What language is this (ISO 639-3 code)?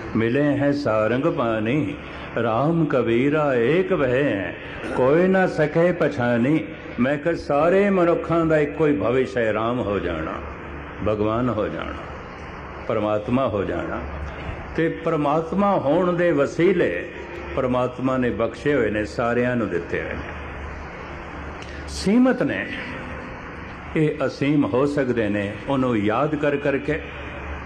pan